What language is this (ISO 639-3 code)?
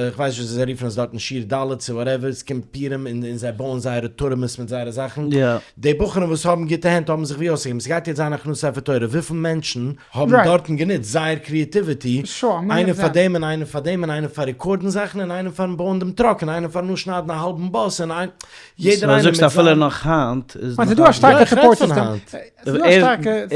yid